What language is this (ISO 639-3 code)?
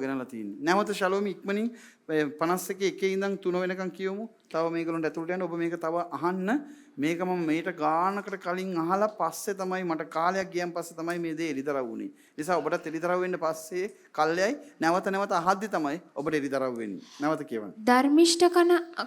sin